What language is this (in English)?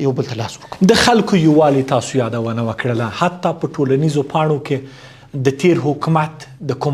Pashto